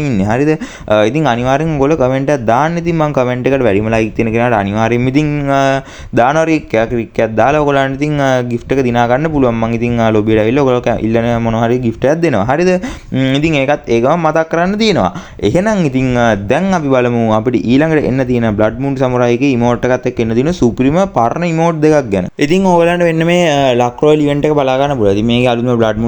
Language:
Sinhala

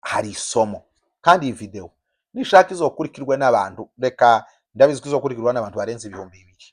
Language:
Kinyarwanda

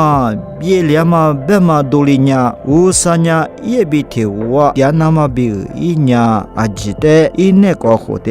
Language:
Lisu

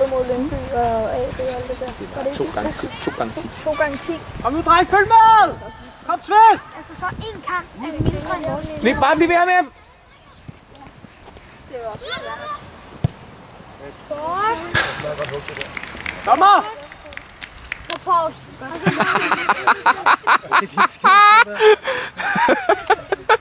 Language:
Danish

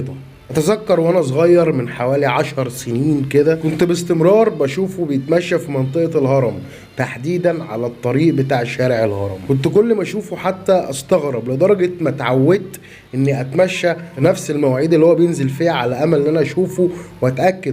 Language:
Egyptian Arabic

